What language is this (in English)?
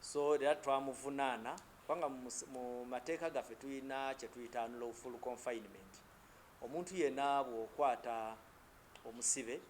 Ganda